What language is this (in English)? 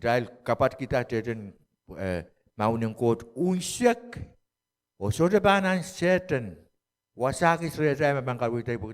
Pohnpeian